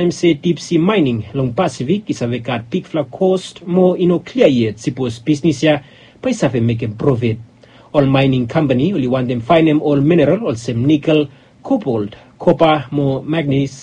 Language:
Bislama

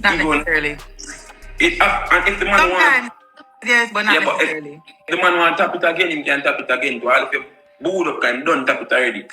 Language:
Jamaican Creole English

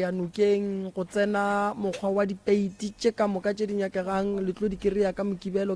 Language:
Northern Sotho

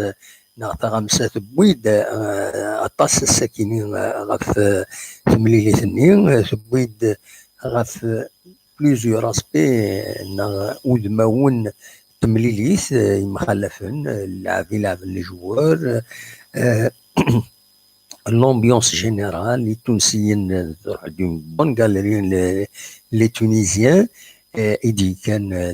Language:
Kabyle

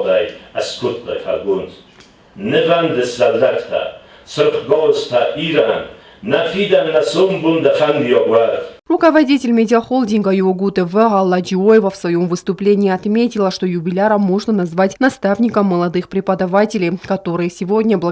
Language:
Ossetic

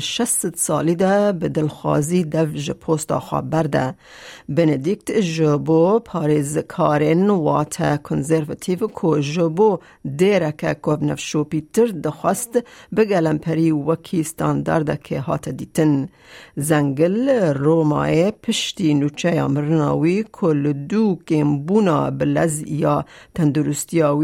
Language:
Kurdish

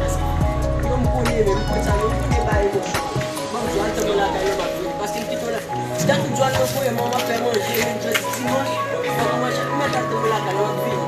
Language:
Haitian Creole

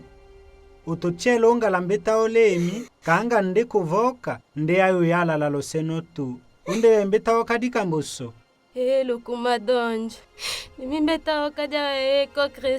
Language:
Tetela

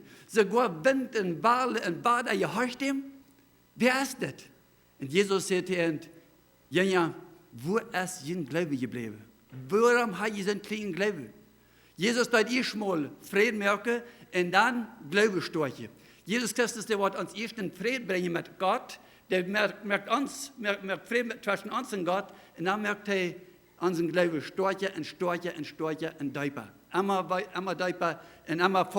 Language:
Plautdietsch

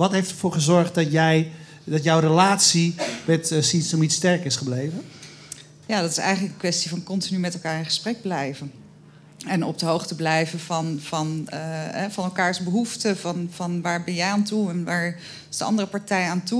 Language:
Dutch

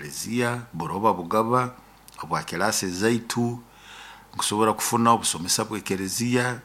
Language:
Nyoro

